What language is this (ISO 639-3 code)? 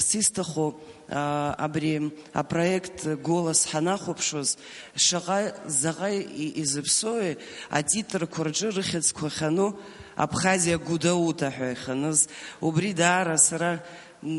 abk